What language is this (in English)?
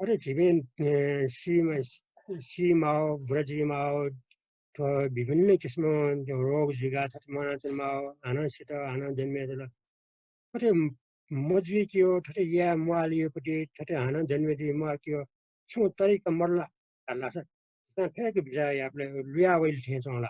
Newari